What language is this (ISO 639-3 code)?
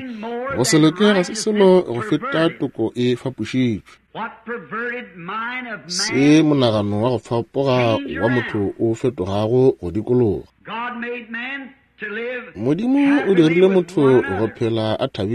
nso